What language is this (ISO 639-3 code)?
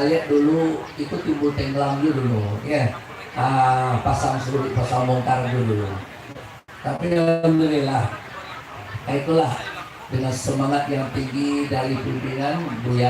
min